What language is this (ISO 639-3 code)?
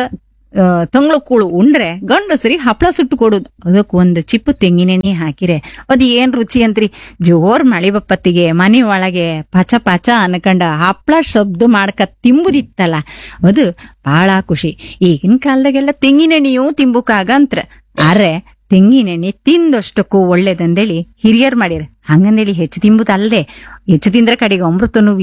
kan